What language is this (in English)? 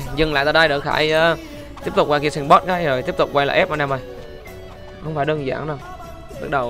Vietnamese